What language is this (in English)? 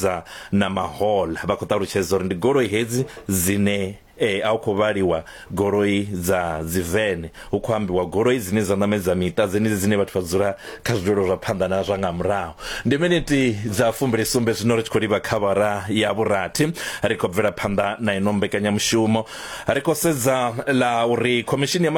Venda